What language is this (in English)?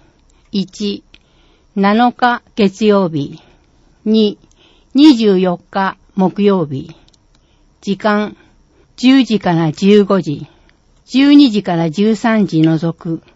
Japanese